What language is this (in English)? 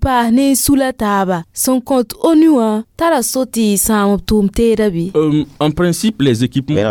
Mossi